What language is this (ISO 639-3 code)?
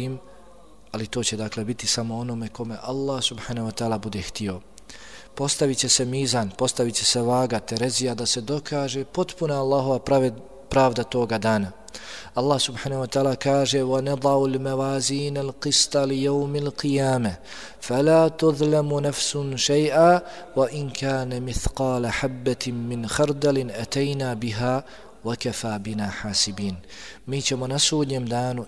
bos